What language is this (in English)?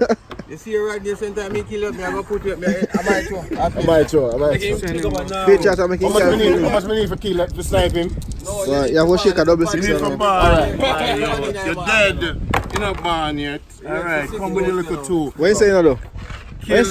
Jamaican Creole English